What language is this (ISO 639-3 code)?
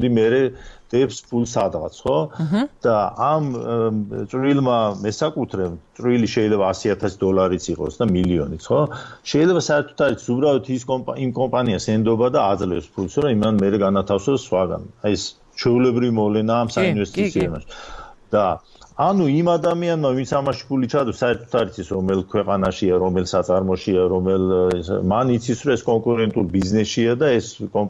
kat